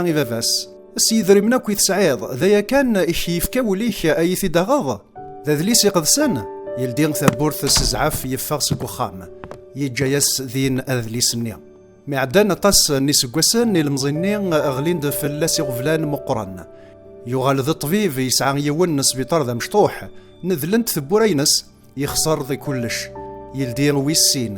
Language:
Kabyle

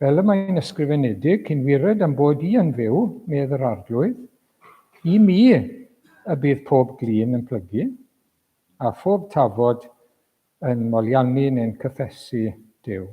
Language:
Welsh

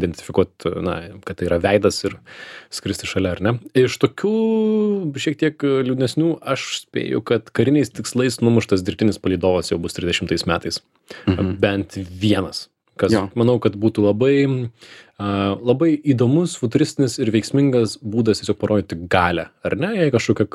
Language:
Lithuanian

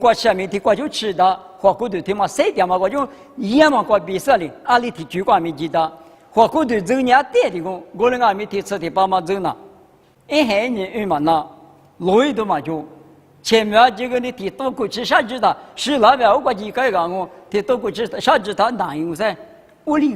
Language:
Lisu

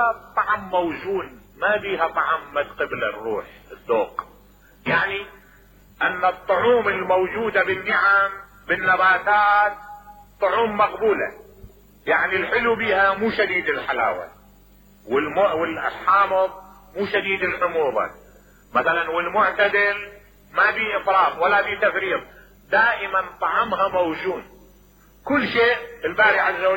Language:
Mesopotamian Arabic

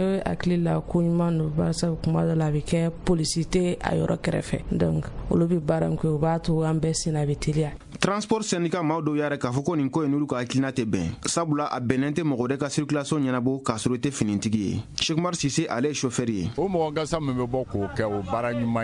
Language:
Bambara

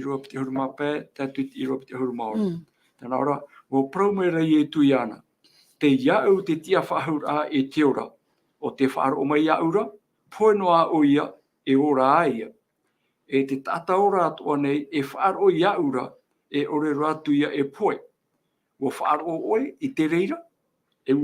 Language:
Tahitian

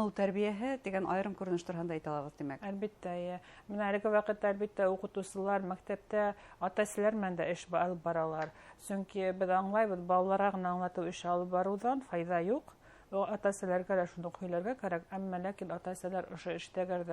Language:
Bashkir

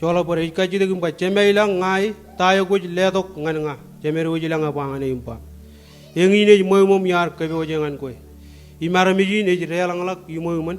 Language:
Marshallese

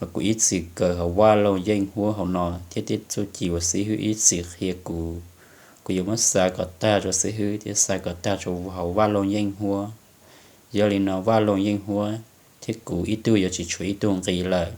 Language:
Hmong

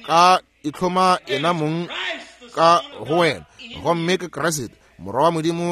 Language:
Northern Sotho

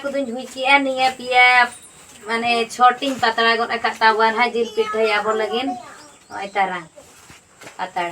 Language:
Santali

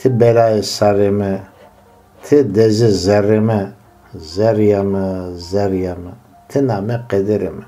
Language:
Zaza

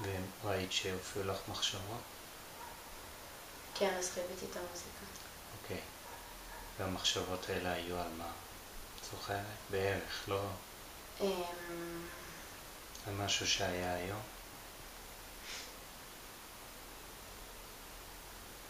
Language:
Hebrew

